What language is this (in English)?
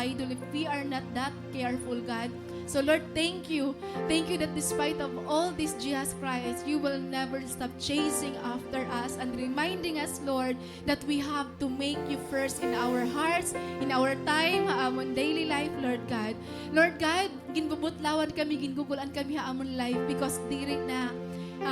Waray